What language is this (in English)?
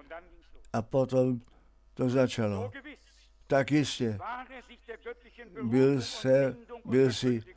Czech